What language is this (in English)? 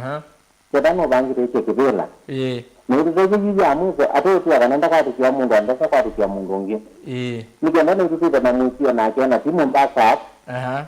Kamba